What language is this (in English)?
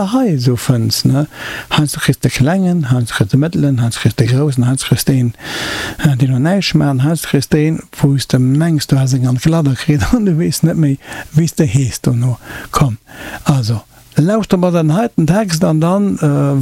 Luxembourgish